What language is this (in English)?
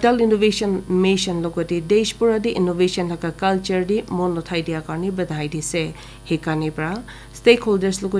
Naga Pidgin